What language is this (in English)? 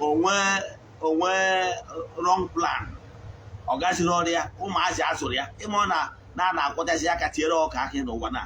Igbo